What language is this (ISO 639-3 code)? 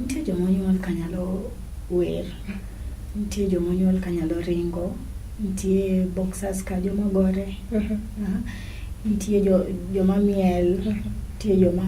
luo